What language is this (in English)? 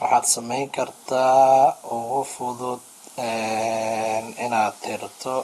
Somali